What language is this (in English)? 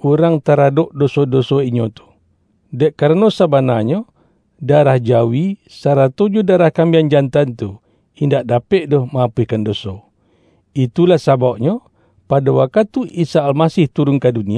Minangkabau